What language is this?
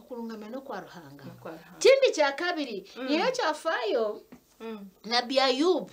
Nyankole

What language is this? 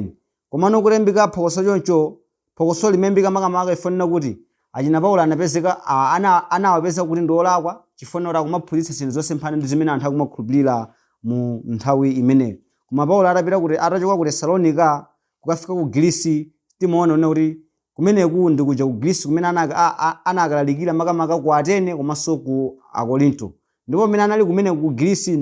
Nyanja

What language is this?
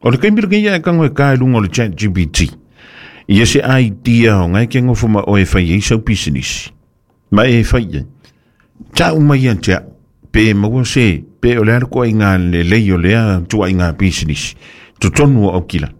Samoan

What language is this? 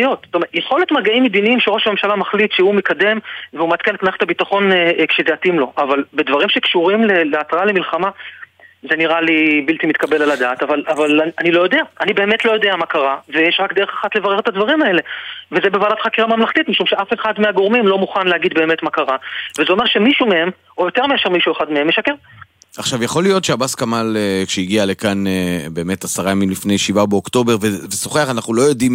Hebrew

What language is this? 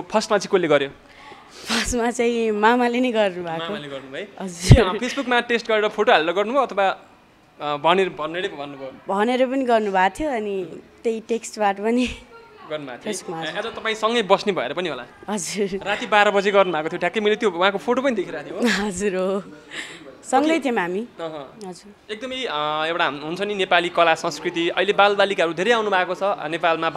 Nepali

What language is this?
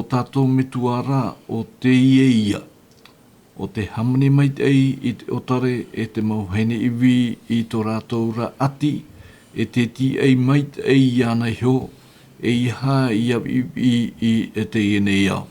Tahitian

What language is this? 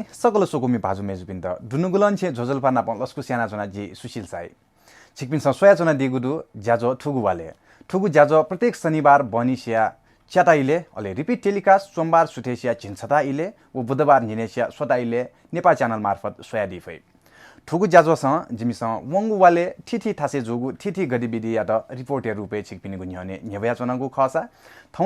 Newari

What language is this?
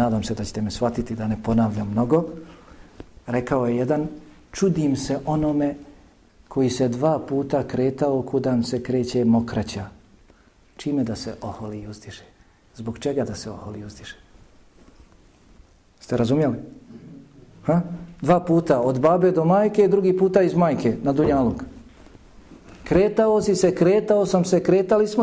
Bosnian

